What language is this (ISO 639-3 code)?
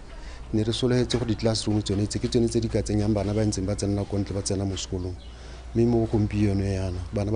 tsn